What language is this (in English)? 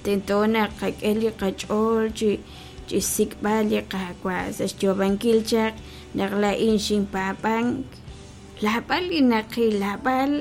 Kekchí